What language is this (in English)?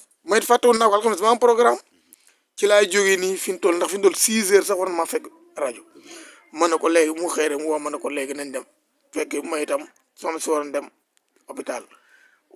Wolof